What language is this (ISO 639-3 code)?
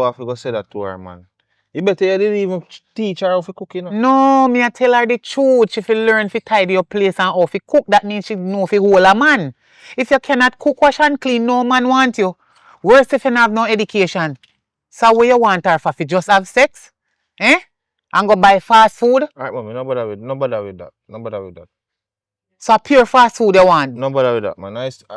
jam